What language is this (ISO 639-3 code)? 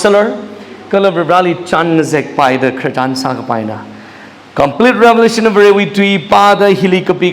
nmf